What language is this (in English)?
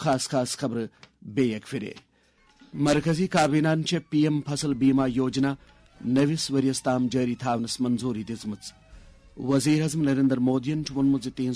Kashmiri